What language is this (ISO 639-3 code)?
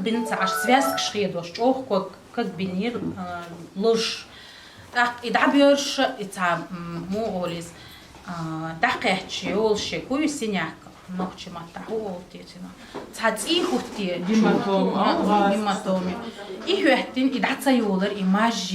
che